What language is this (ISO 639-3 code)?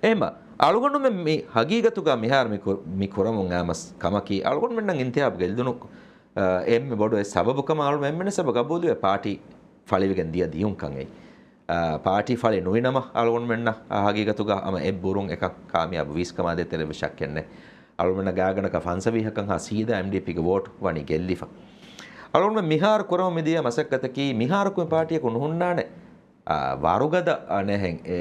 div